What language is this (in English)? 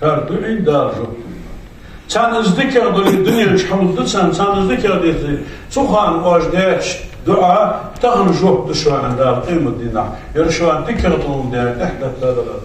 Ingush